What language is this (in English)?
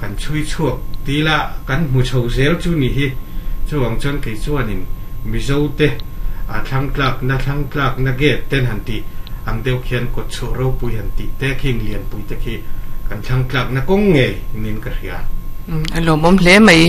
Mizo